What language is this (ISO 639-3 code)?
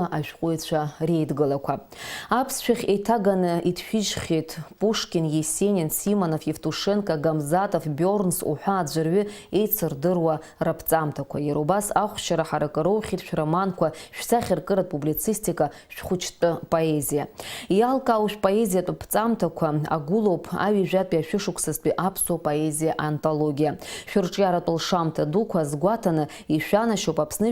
abk